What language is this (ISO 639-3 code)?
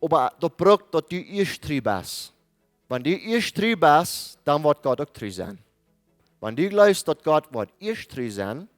pdt